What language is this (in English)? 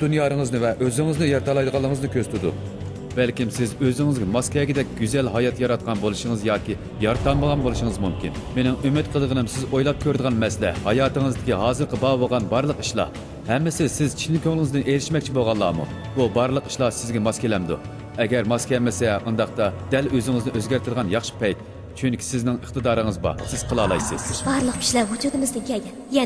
Uyghur